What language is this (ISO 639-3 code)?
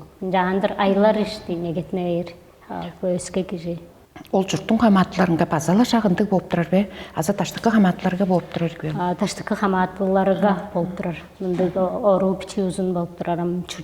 tyv